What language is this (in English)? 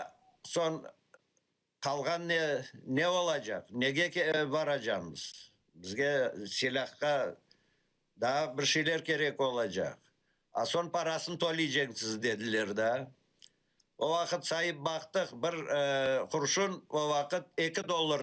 Crimean Tatar